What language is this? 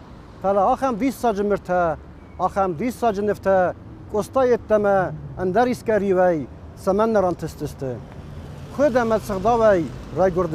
Ossetic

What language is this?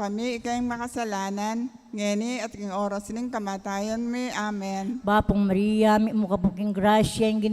Pampanga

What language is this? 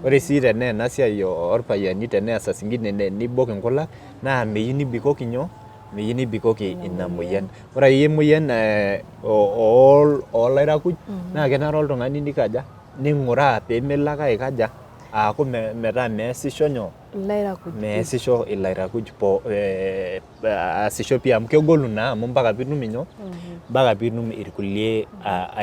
Masai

